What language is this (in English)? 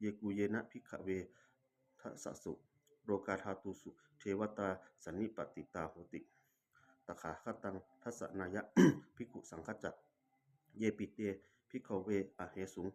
Pali